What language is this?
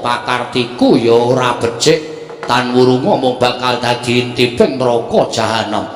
Javanese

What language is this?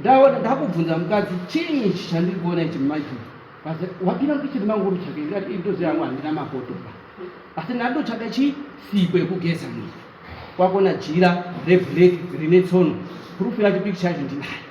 Shona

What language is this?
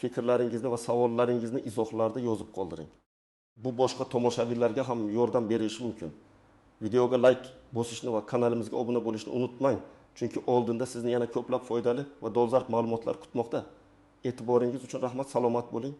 Uzbek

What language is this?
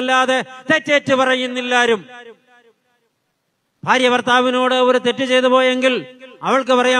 Malayalam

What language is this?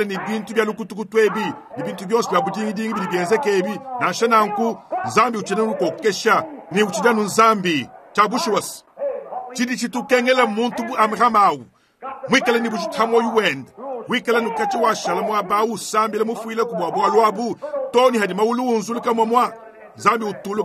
Luba-Lulua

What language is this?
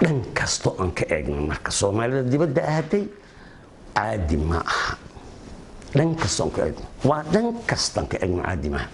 Somali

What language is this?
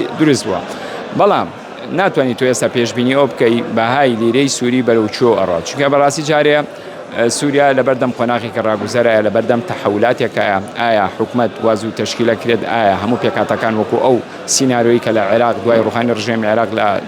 Central Kurdish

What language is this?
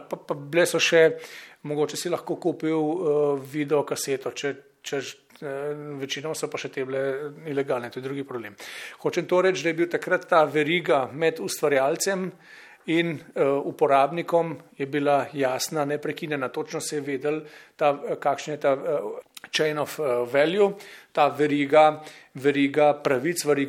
Slovenian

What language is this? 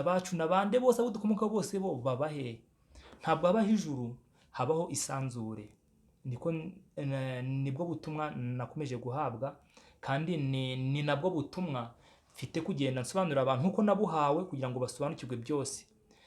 Kinyarwanda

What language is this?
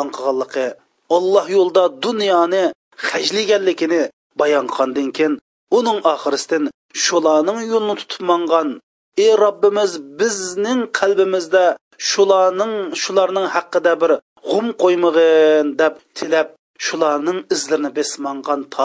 Uyghur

